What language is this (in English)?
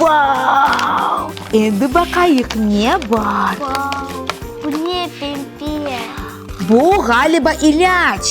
Crimean Tatar